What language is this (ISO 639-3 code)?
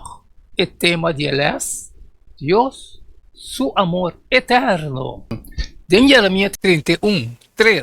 pap